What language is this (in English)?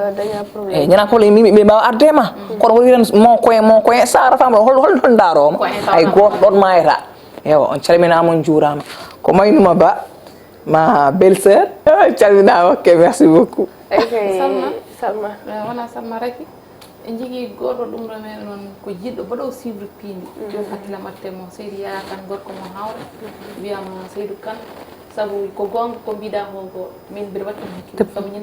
Fula